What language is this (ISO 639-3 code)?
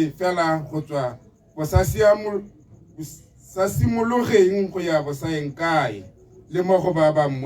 tsn